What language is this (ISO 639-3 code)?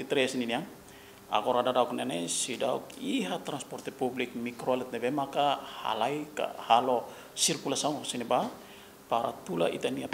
tet